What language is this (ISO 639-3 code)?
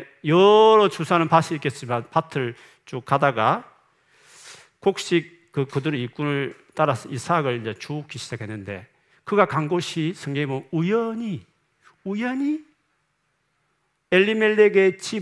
kor